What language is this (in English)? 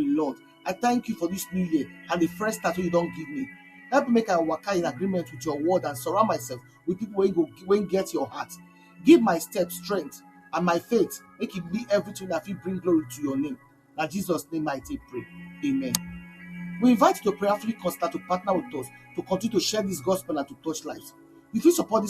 Nigerian Pidgin